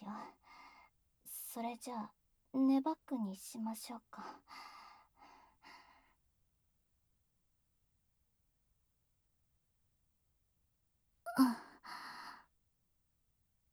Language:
Japanese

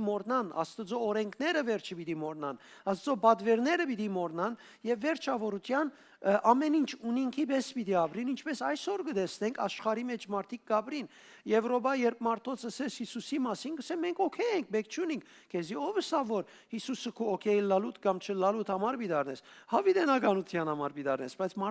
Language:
Western Armenian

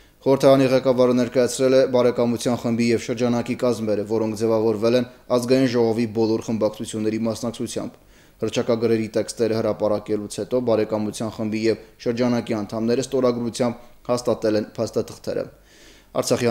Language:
Armenian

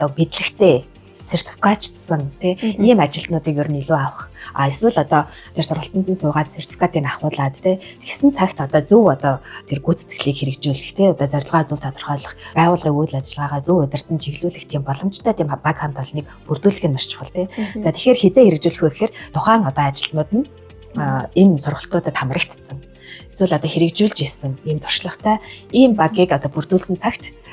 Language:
Mongolian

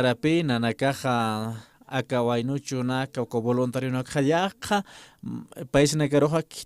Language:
Aymara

